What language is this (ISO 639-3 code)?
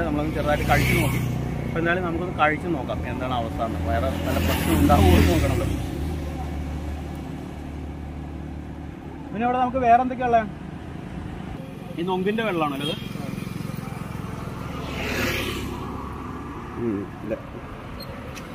mal